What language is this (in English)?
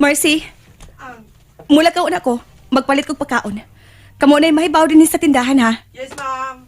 Cebuano